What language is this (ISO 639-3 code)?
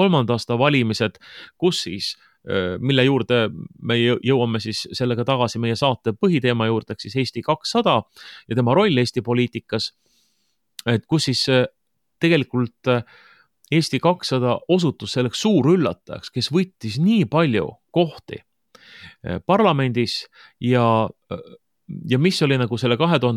est